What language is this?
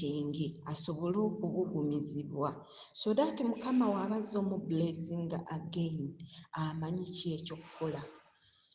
Ganda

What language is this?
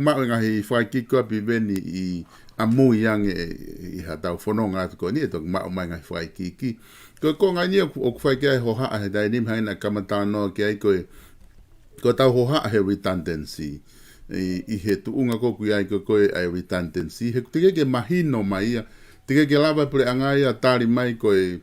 Tongan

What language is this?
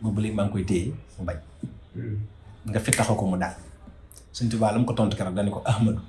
Wolof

